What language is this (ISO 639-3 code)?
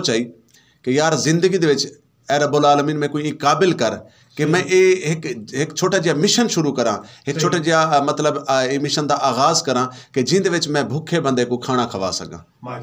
skr